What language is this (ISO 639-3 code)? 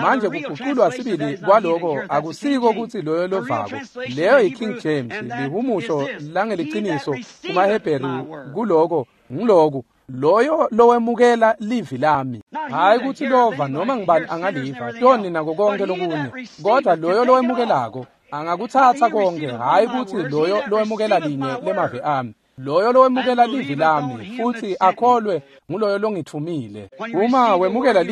ssw